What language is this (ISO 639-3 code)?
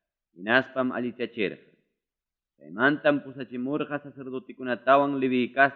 quy